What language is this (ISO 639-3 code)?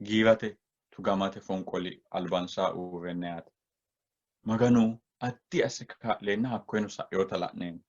sid